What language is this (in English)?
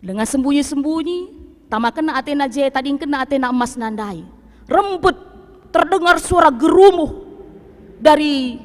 Batak Karo